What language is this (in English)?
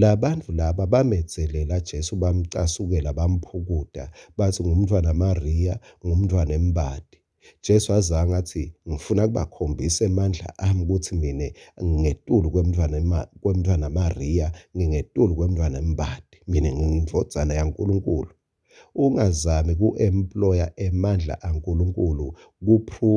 Swati